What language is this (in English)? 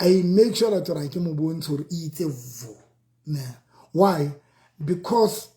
Southern Sotho